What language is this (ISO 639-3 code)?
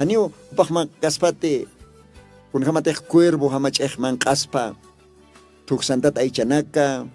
aym